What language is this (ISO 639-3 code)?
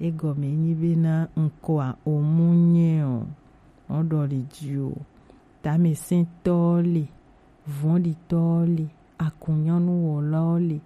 gej